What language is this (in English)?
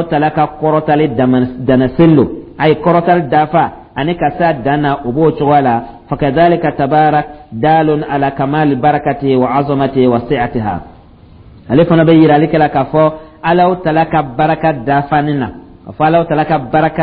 Dyula